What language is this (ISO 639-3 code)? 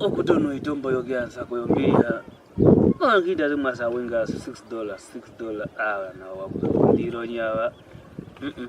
kwn